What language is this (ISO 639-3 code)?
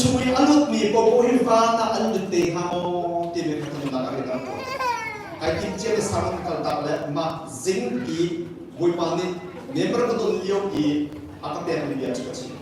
cnh